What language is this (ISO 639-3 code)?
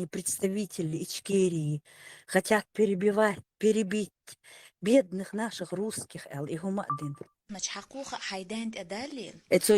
che